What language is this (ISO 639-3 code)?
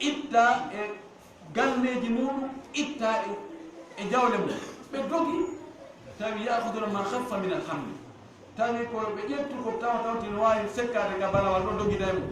ful